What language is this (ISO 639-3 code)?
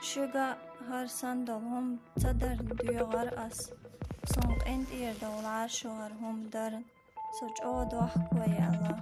che